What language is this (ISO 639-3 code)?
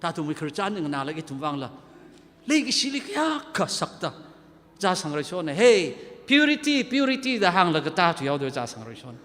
nmf